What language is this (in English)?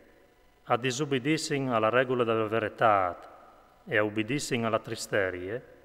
Friulian